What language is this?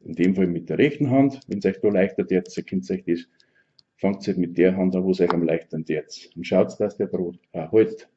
Bavarian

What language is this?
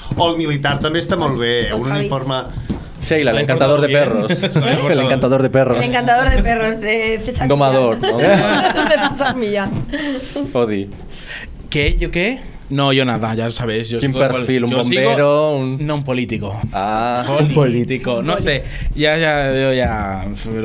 Catalan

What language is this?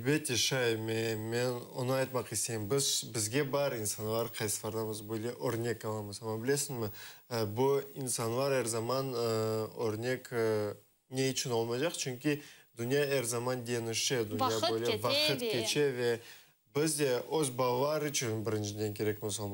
Crimean Tatar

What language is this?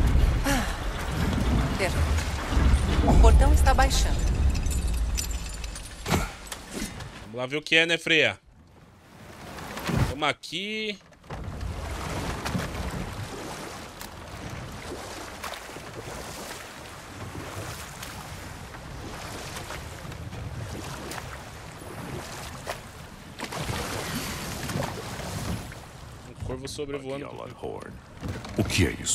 Portuguese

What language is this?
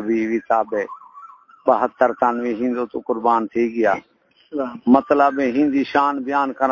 Saraiki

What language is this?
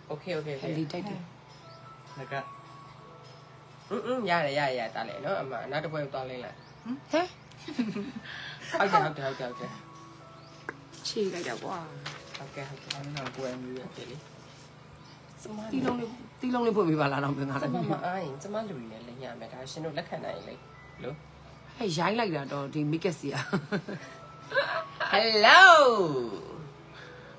Burmese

